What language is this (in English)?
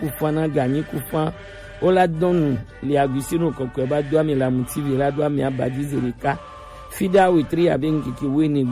Gen